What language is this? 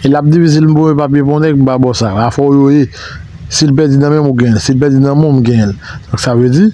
Haitian Creole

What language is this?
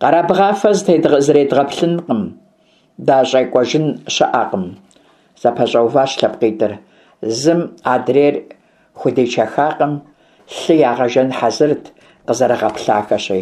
Kabardian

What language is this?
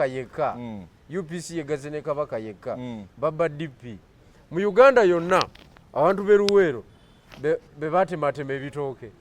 Ganda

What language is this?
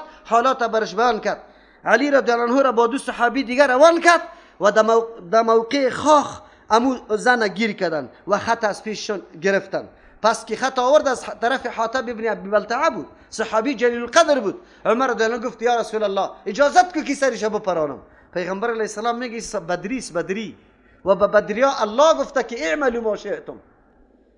Persian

